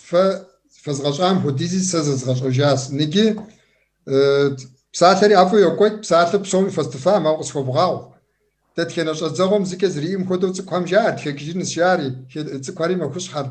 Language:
Kabardian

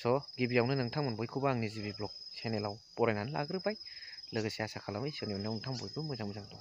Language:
Bodo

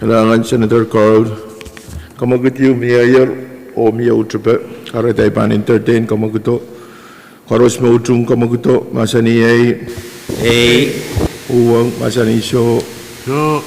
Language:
Pohnpeian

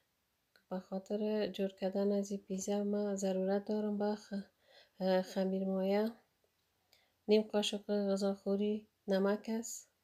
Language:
Persian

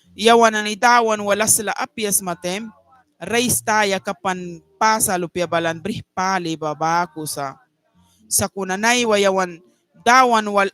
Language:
Mískito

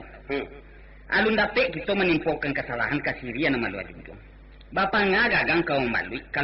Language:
Minangkabau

